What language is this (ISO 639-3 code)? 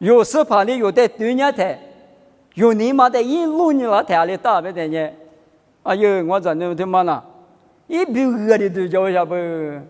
lis